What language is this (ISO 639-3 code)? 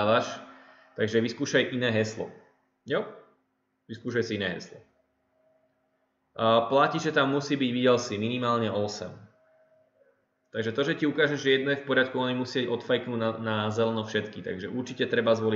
slk